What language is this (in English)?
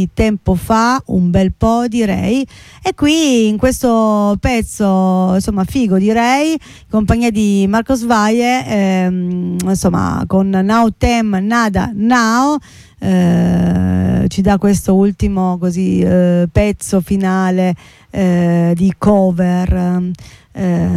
Italian